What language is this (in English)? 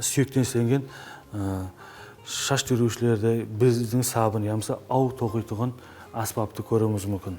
Kara-Kalpak